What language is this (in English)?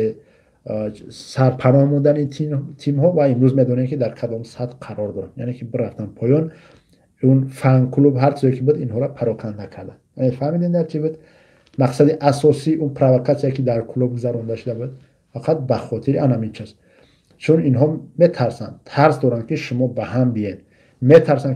Tajik